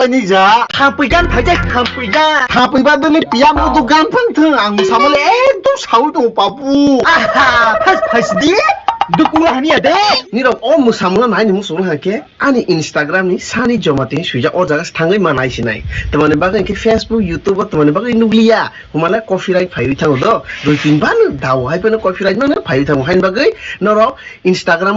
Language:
Kok Borok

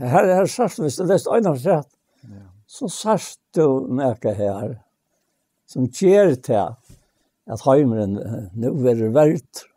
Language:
Faroese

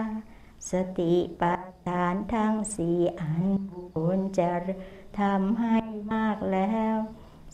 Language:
Thai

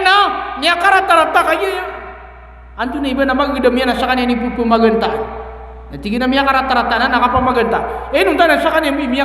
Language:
Maranao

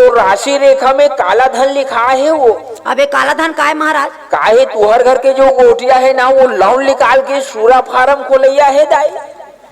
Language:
Chhattisgarhi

